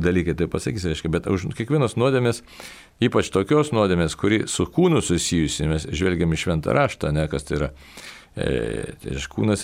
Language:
Lithuanian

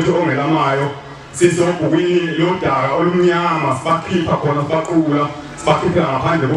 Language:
Zulu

